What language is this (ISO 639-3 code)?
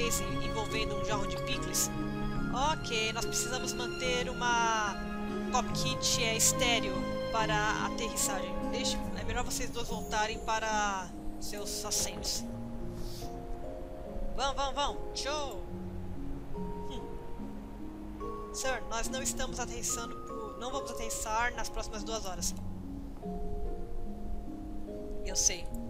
por